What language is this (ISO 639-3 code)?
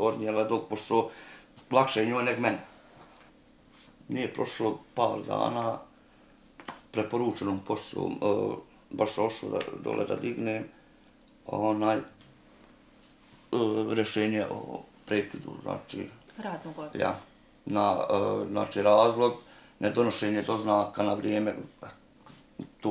bos